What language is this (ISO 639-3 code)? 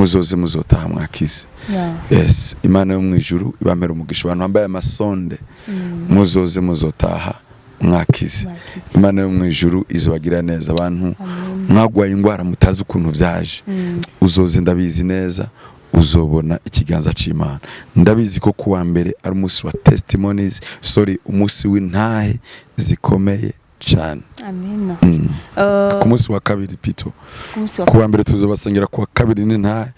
run